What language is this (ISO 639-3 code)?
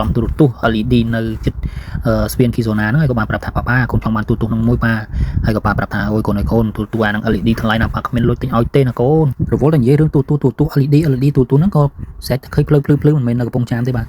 khm